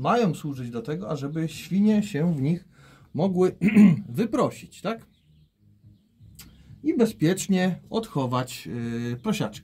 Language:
Polish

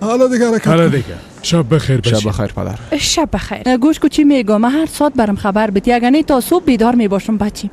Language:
Persian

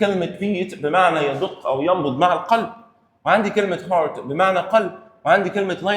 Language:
Egyptian Arabic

